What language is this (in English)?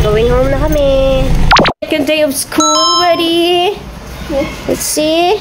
Hiligaynon